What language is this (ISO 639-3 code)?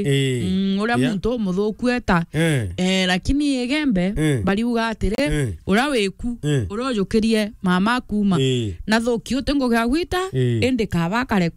mer